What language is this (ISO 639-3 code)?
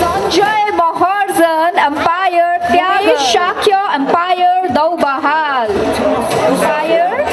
new